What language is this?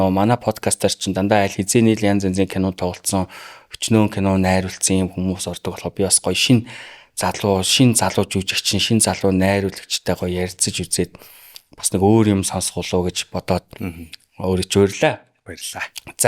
Mongolian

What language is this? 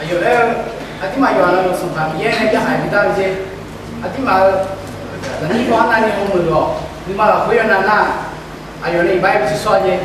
Akha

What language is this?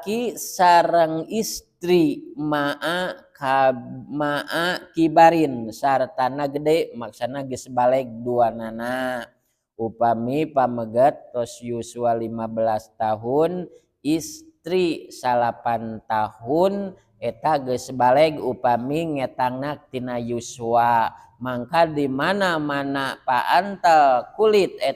Sundanese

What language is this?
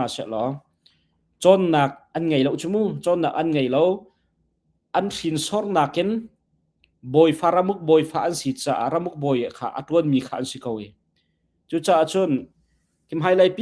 Hakha Chin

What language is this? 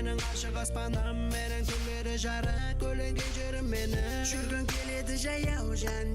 Kara-Kalpak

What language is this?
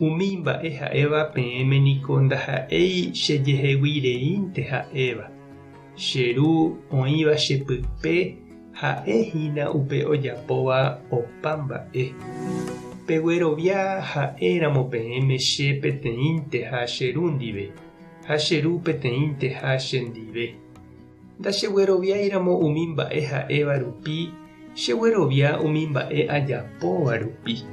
Guarani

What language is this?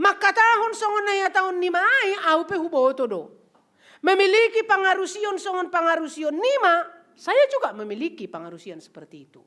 Batak Simalungun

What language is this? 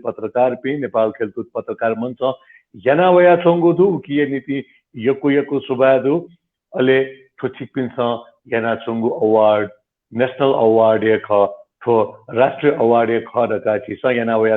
Newari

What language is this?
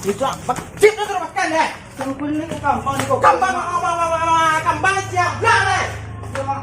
Minangkabau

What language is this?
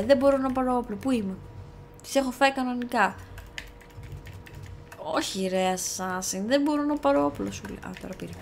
Greek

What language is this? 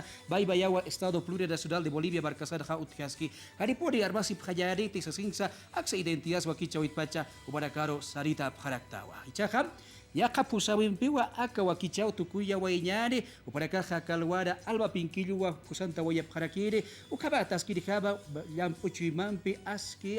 Aymara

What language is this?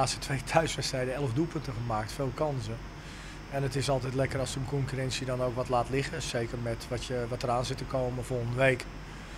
Dutch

